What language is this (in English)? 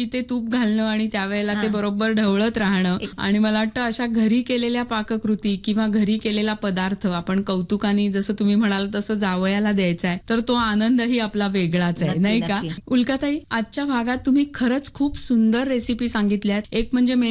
Marathi